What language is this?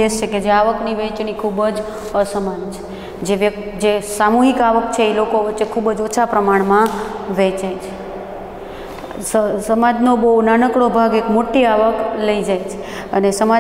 Gujarati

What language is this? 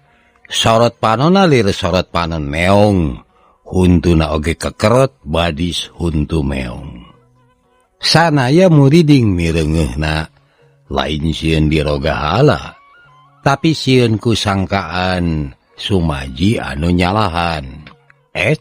Sundanese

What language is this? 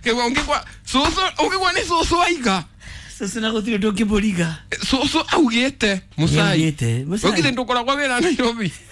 Kikuyu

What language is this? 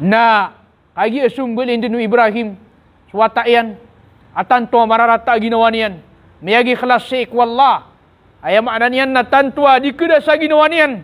Maranao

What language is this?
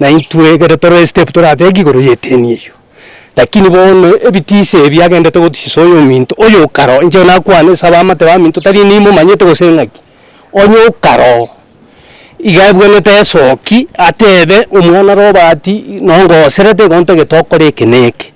Gusii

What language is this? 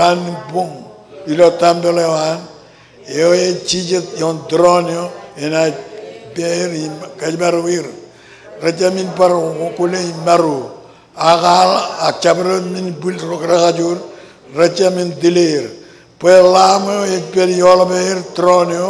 Marshallese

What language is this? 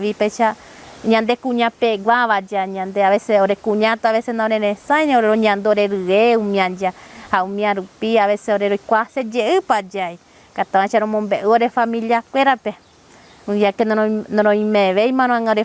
Guarani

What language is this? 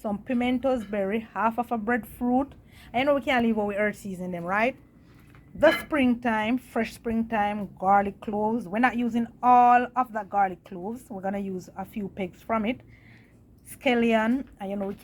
Jamaican Creole English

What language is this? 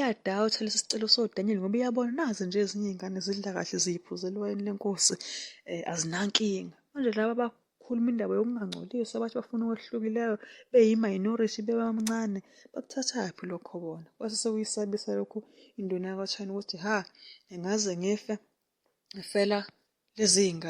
Zulu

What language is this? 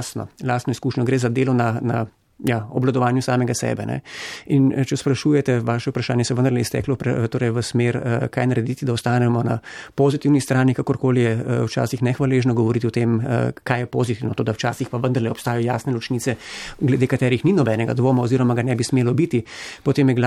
Slovenian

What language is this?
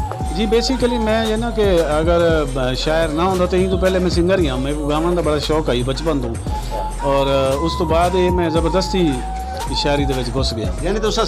Saraiki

